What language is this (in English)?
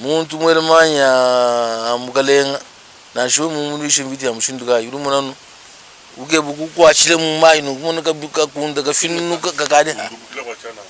Luba-Lulua